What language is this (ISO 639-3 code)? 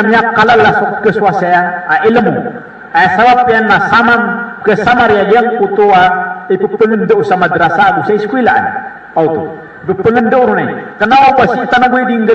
mrw